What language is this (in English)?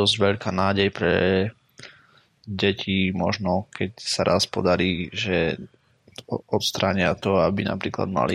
Slovak